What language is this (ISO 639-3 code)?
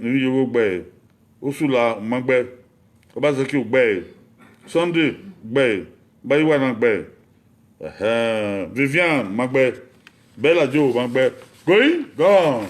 bin